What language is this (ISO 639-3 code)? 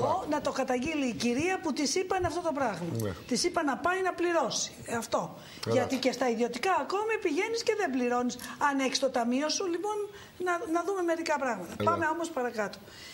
ell